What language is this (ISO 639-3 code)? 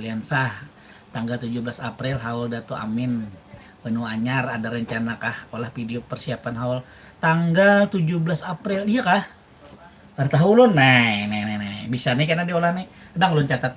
bjn